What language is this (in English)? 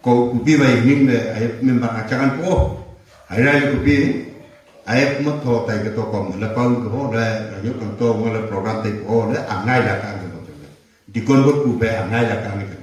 Wancho Naga